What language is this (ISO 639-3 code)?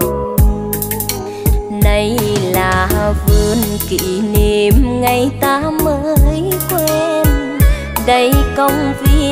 vie